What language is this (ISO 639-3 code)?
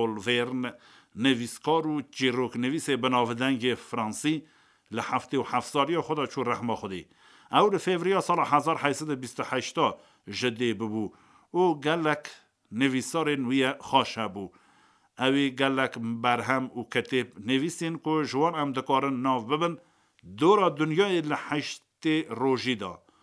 kur